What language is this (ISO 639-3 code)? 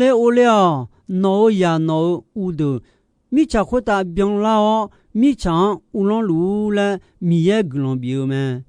ahk